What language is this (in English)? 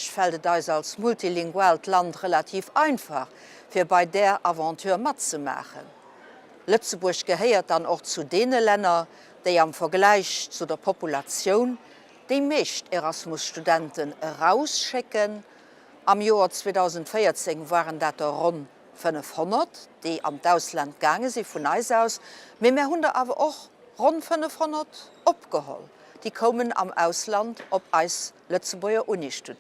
Luxembourgish